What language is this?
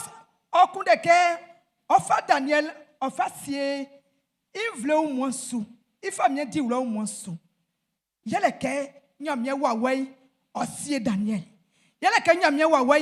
Baoulé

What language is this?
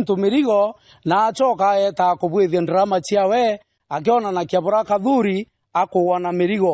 Meru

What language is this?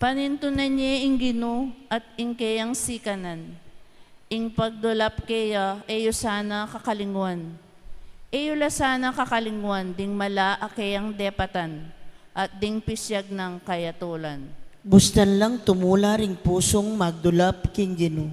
Pampanga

